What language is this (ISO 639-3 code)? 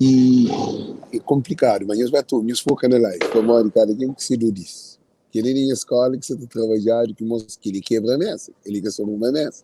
kea